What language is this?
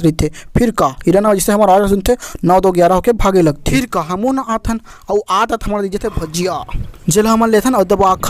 Chhattisgarhi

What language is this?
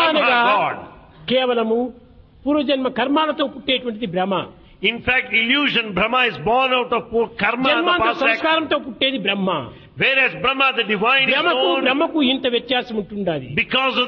Telugu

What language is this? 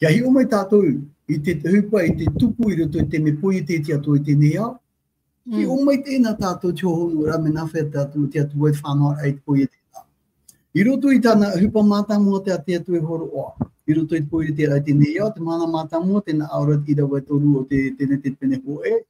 Tahitian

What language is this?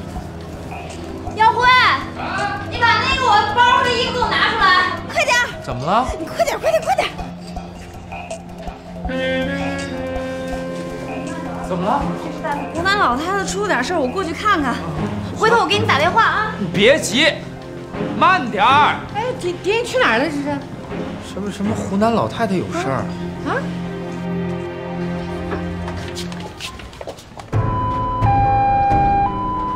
Chinese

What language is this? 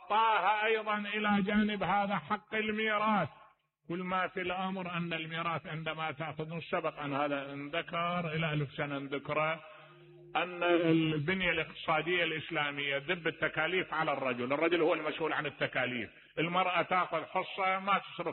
Mesopotamian Arabic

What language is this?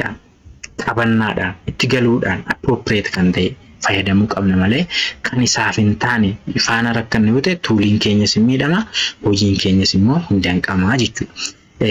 Oromo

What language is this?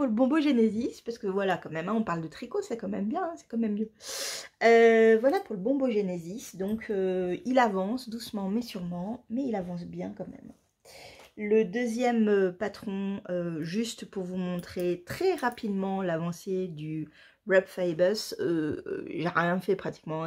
French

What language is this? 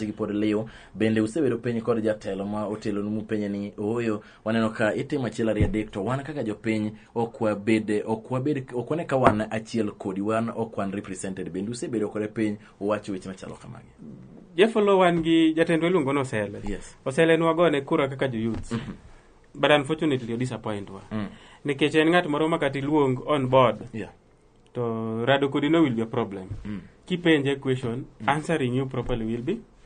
Luo (Kenya and Tanzania)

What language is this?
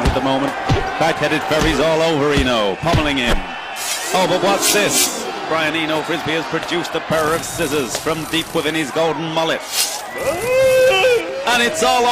English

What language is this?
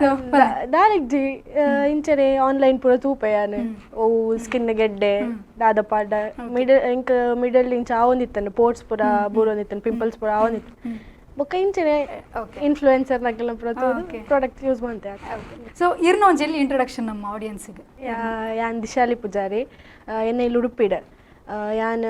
Tulu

